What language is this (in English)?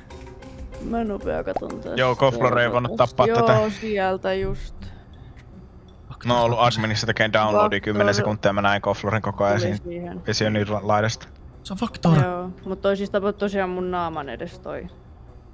Finnish